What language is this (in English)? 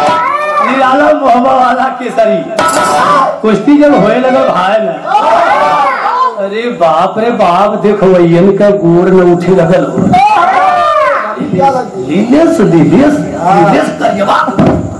Bhojpuri